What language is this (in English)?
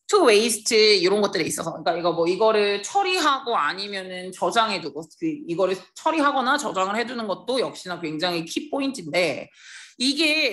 Korean